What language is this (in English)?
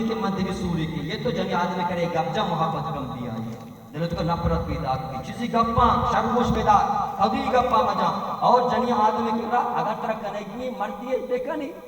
Baluchi